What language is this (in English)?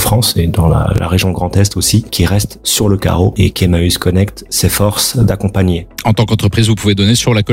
French